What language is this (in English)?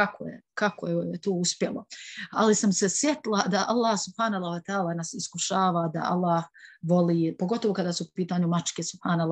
Bosnian